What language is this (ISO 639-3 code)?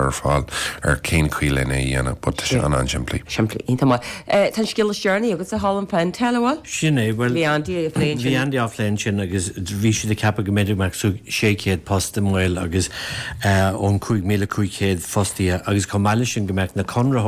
gle